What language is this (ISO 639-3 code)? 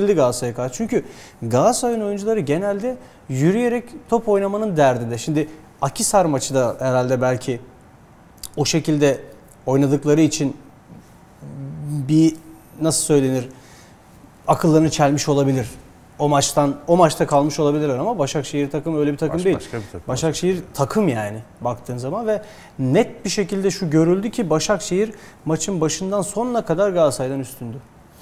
tur